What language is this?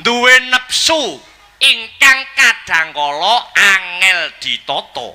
Javanese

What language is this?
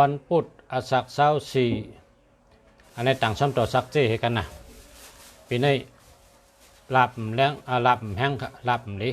Shan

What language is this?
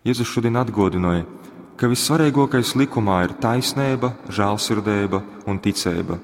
Latgalian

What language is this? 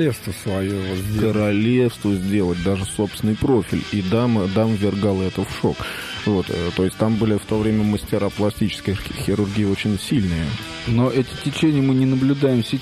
Russian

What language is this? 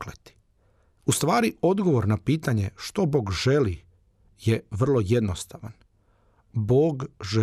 Croatian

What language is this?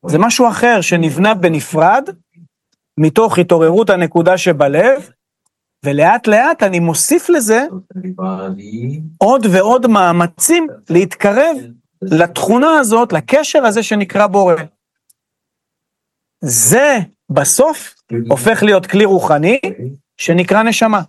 Hebrew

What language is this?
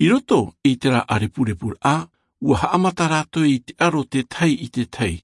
Tahitian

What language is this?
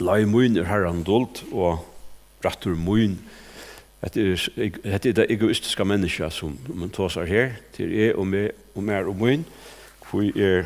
Faroese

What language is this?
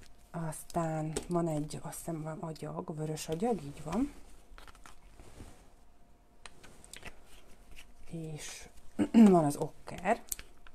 Hungarian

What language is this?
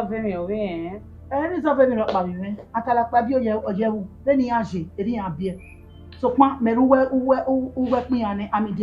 Bini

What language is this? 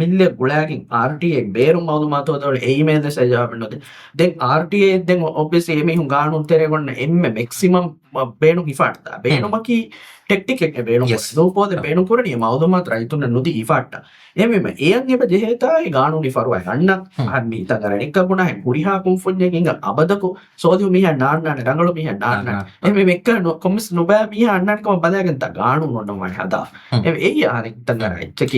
Divehi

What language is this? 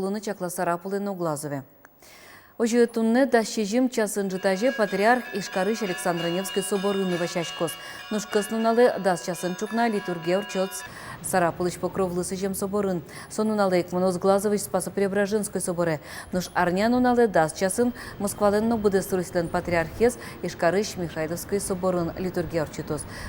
Udmurt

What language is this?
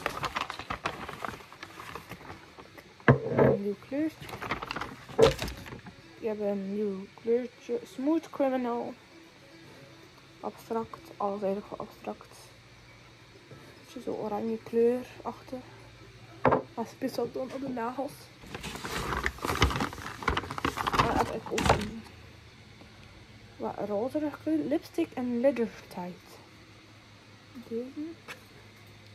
Dutch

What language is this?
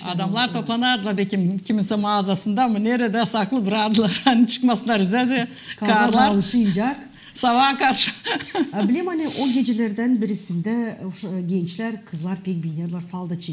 Gagauz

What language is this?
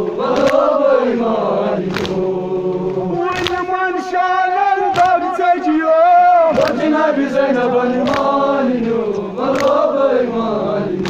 Kashmiri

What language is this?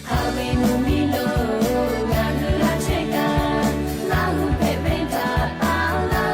Lahu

